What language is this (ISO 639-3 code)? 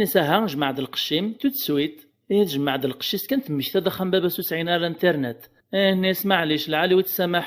kab